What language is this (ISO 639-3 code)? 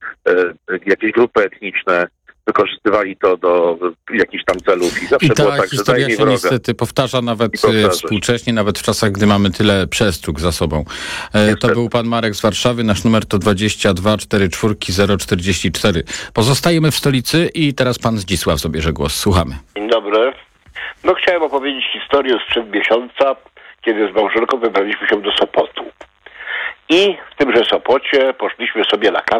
pol